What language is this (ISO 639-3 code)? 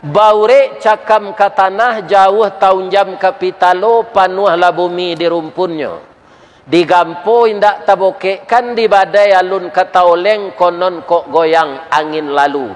min